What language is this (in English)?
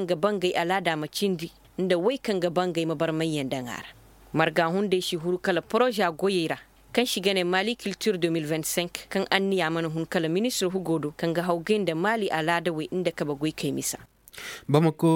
Koyraboro Senni